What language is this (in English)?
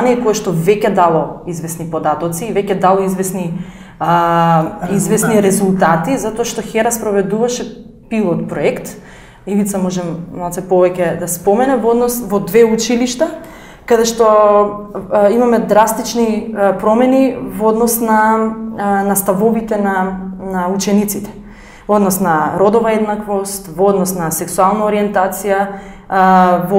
Macedonian